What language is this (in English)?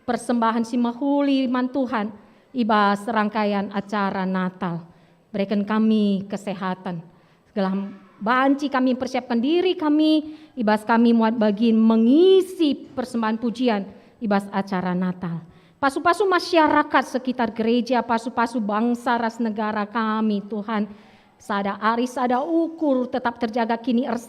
Batak Karo